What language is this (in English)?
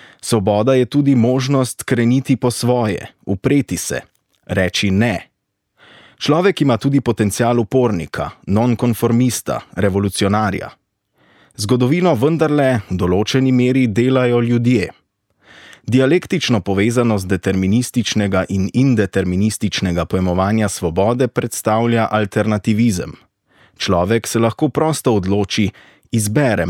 Slovenian